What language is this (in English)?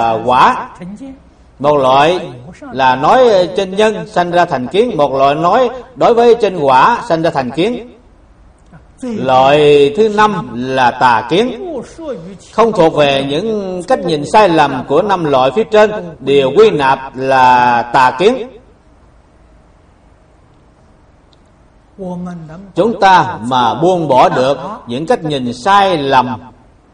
Vietnamese